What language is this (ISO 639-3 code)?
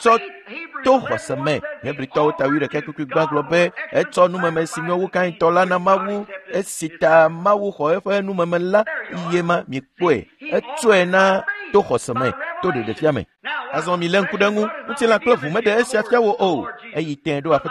ewe